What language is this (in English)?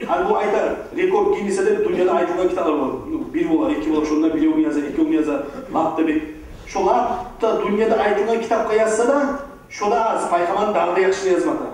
Kumyk